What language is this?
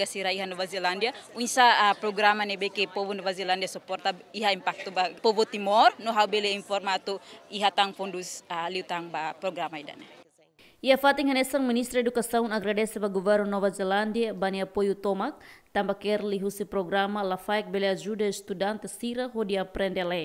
Tetum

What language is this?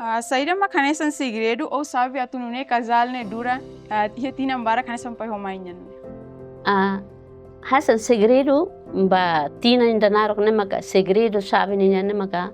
Tetum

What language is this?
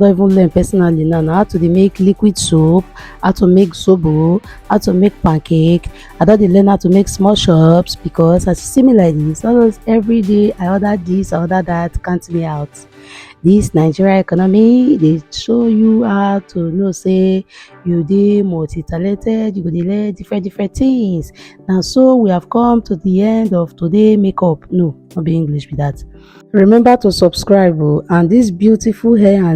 Nigerian Pidgin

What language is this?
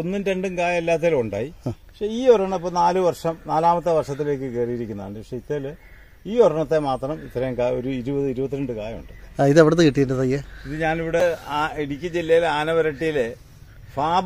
Malayalam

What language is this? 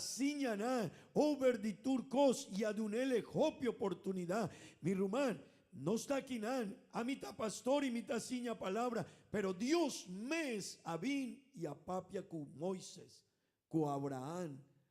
Papiamento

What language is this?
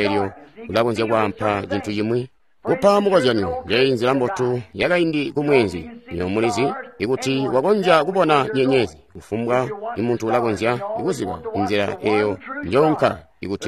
Tonga (Zambia)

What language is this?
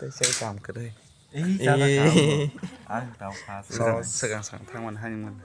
Kok Borok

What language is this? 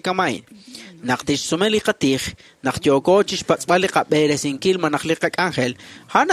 Kekchí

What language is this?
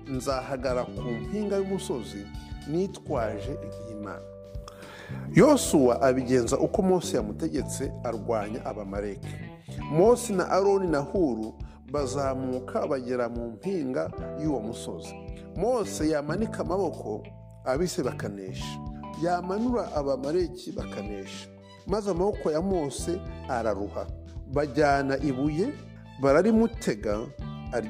Kinyarwanda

